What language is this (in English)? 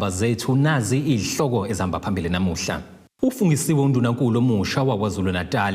Zulu